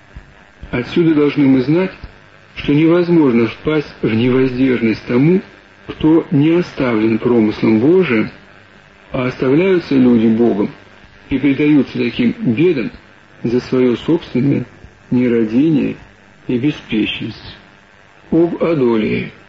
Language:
Russian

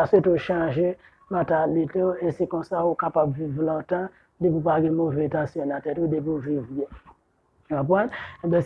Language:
Haitian Creole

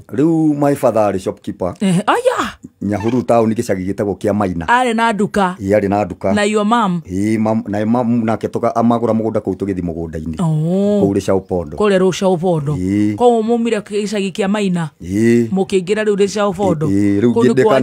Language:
Kikuyu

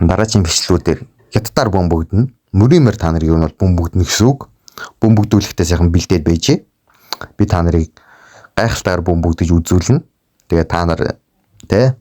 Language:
Mongolian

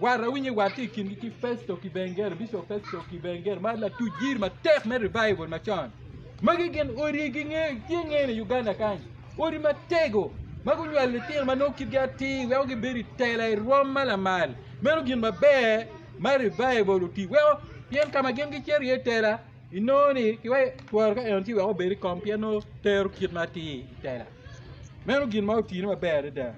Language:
Acoli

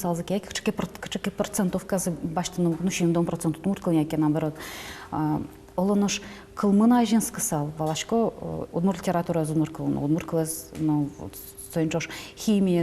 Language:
Udmurt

